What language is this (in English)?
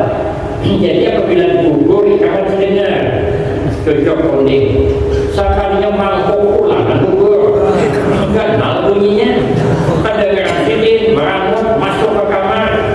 Banjar